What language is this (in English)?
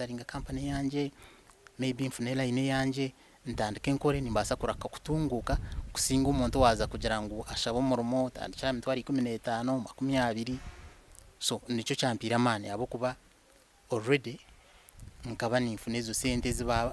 Nyankole